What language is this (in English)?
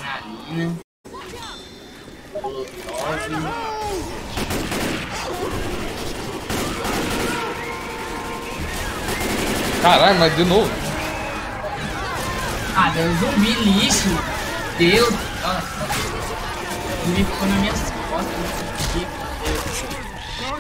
Portuguese